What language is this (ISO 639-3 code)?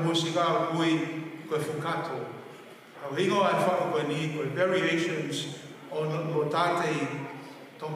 ton